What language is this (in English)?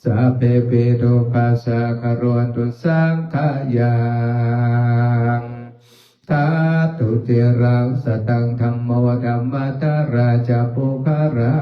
Pali